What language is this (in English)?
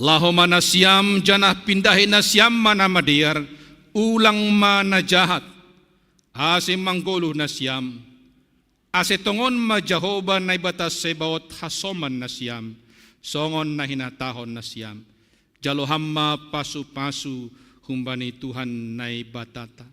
Batak Simalungun